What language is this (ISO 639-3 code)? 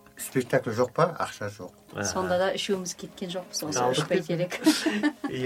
kaz